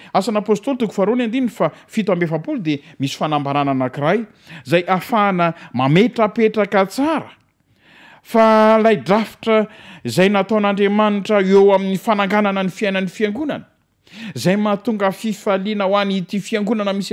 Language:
Malagasy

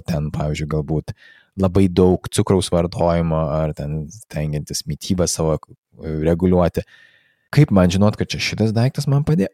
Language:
Lithuanian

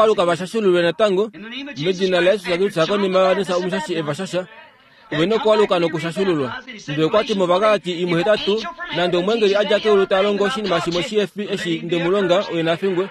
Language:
Kuanyama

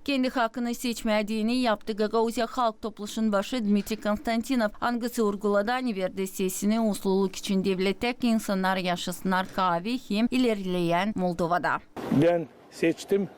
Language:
Gagauz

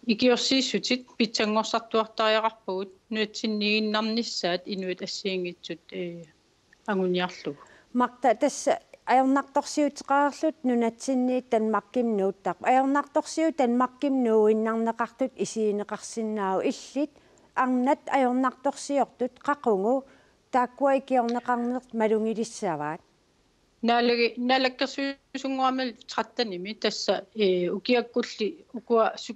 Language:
Kalaallisut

